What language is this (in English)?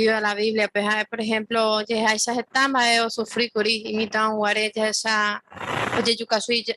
Guarani